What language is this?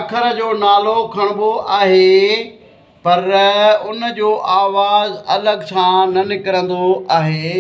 Sindhi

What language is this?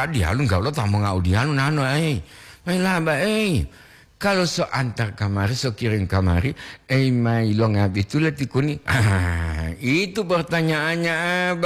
Gorontalo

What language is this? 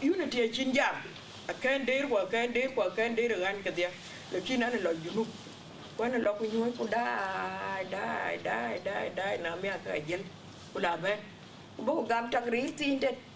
Dinka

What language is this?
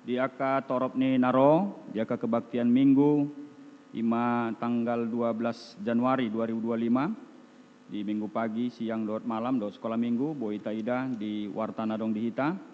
Batak Toba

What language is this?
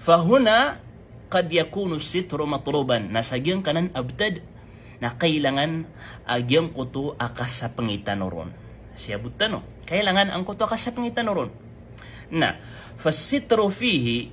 Maranao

